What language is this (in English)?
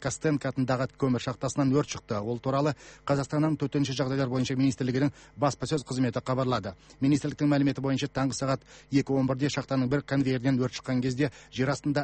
Kazakh